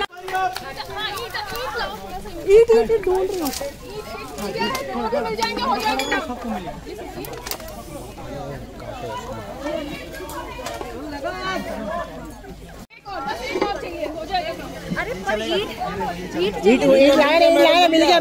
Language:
Hindi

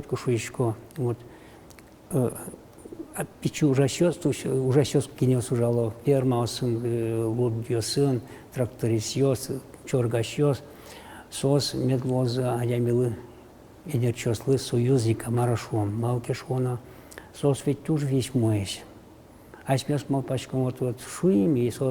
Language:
Udmurt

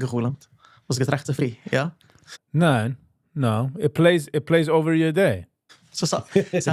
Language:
Yiddish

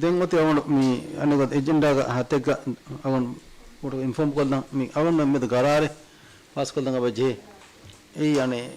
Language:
Divehi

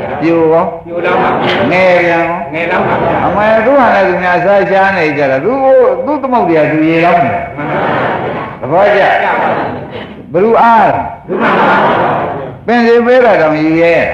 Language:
Burmese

